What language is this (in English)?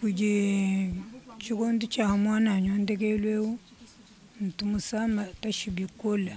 Luba-Lulua